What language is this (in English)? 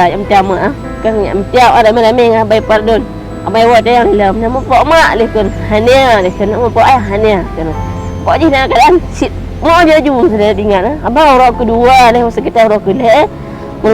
Achinese